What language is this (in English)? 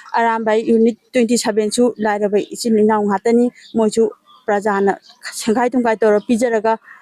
Manipuri